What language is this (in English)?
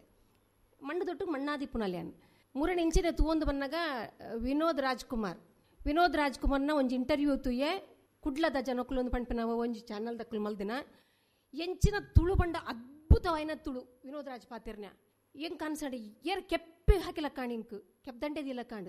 Tulu